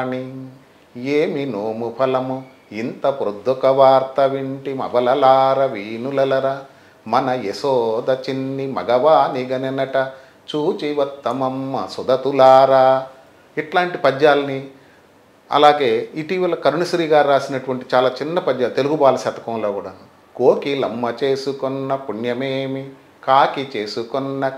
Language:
Telugu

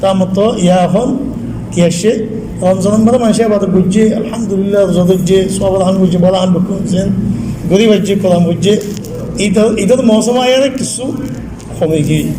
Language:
Rohingya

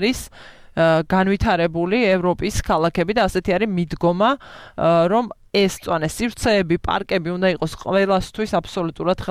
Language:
Georgian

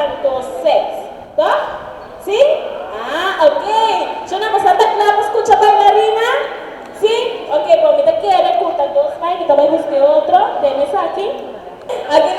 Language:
Papiamento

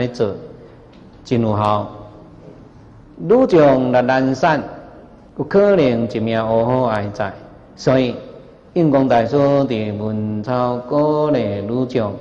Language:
Chinese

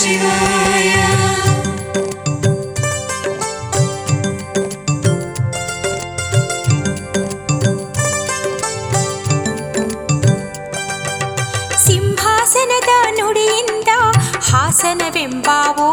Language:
Kannada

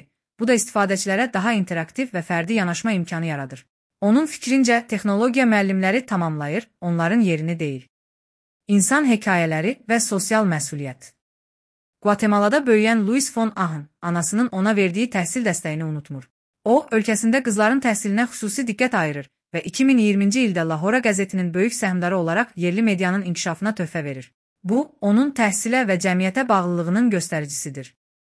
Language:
Azerbaijani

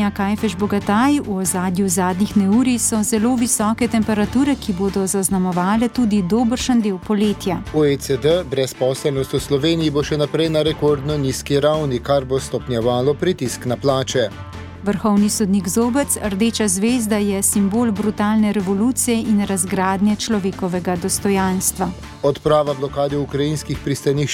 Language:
Slovenian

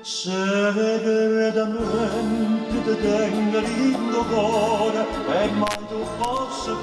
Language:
Neapolitan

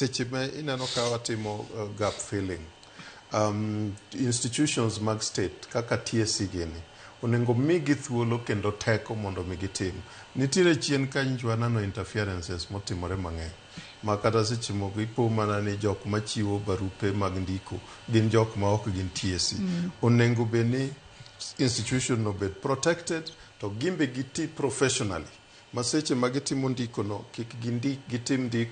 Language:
Luo (Kenya and Tanzania)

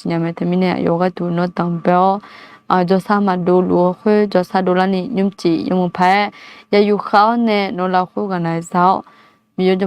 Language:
Akha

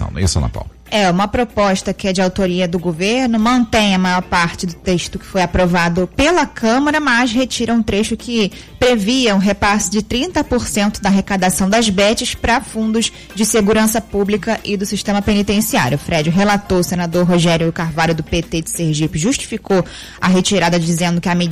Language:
Portuguese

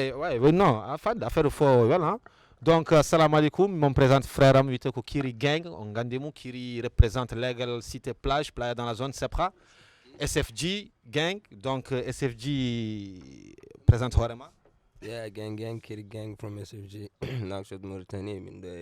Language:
Fula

